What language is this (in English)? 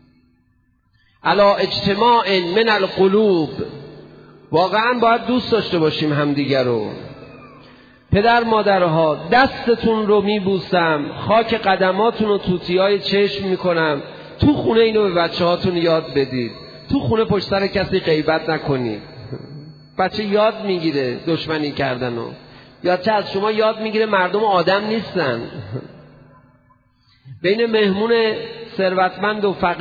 Persian